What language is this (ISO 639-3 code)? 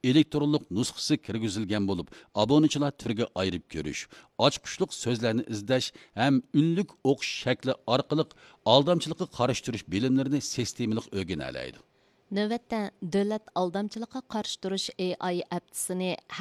uig